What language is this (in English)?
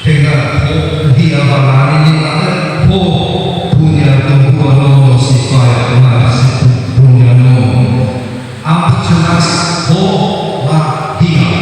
Nias